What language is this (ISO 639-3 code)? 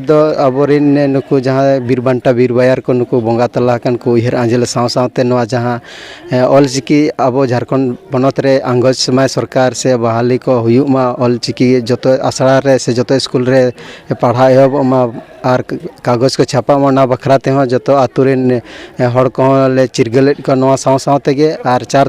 sat